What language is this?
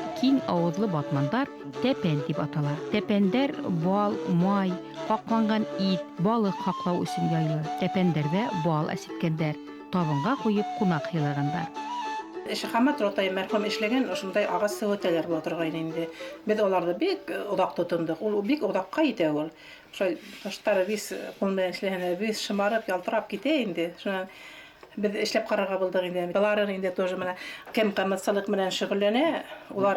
Bashkir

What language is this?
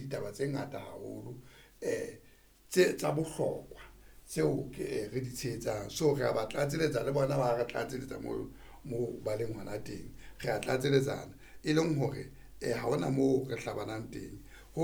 Southern Sotho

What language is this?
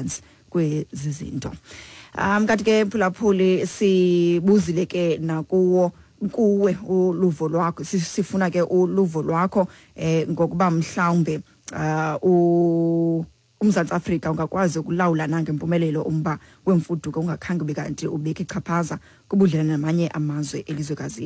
Xhosa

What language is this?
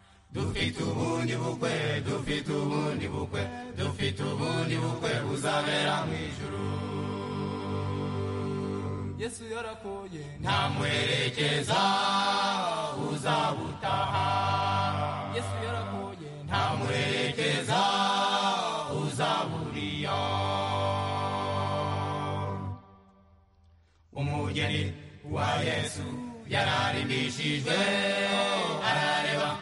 Kinyarwanda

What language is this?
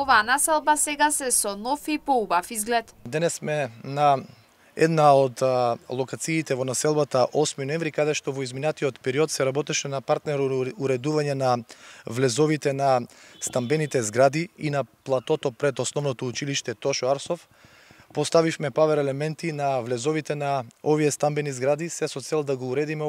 Macedonian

